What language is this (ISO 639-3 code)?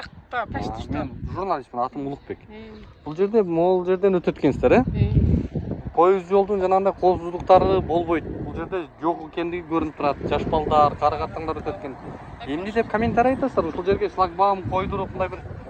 kir